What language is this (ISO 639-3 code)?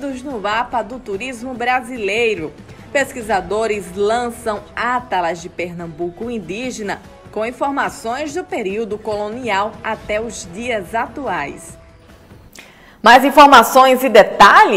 por